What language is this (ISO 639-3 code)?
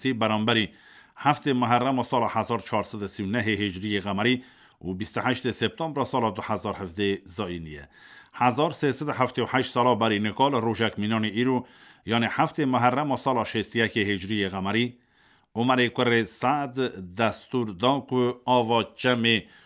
kur